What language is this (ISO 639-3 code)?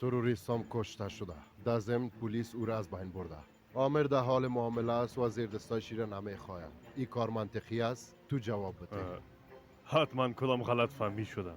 fas